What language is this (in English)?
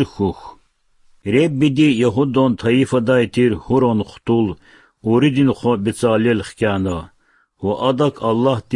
Lezghian